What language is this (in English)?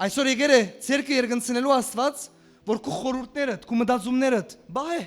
Western Armenian